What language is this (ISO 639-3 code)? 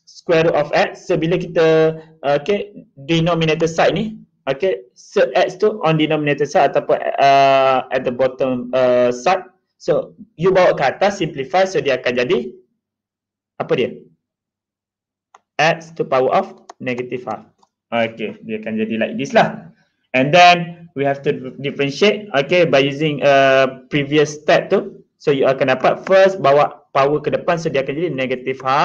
msa